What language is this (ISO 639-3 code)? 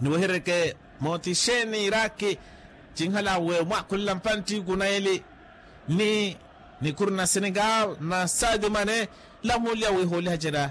vmw